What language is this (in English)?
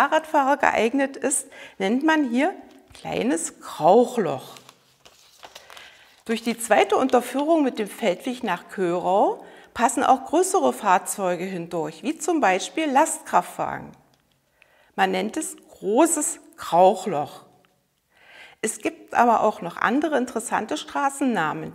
German